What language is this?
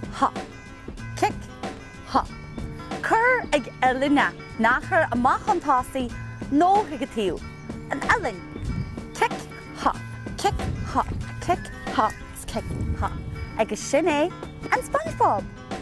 Irish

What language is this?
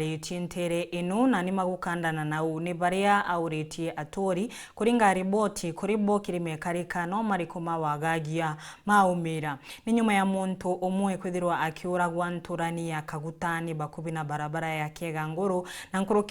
Meru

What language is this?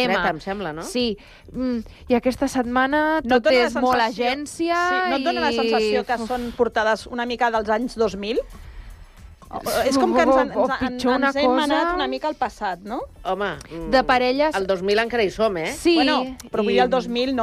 Catalan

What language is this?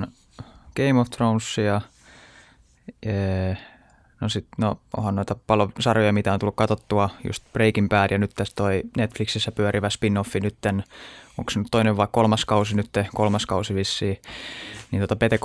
Finnish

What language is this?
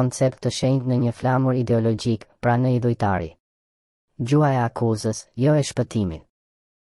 Albanian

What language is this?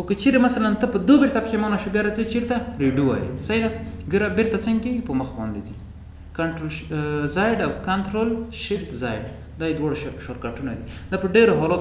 Pashto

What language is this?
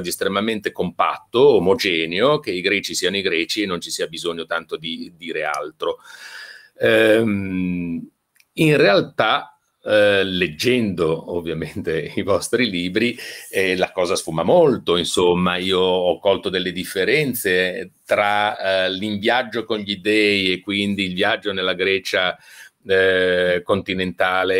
Italian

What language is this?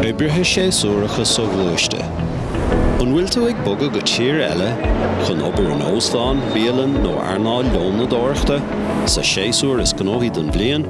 Irish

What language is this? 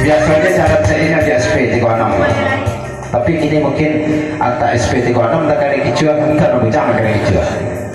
Minangkabau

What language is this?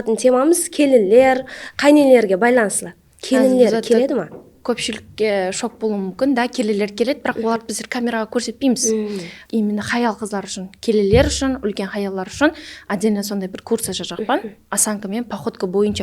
Kara-Kalpak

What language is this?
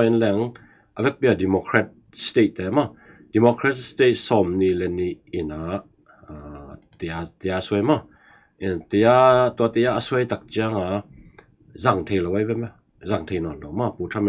Tedim Chin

